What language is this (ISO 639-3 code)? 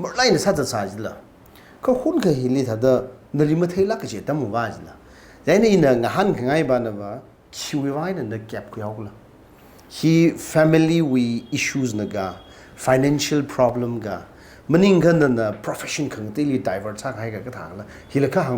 nmf